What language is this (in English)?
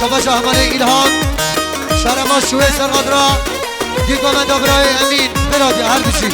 Kurdish